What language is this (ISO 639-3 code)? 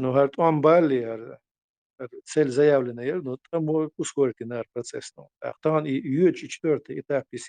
che